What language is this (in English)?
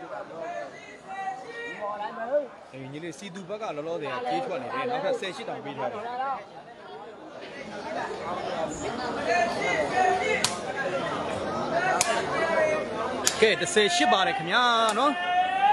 Burmese